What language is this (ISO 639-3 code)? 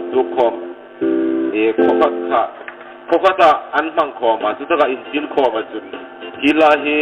hmr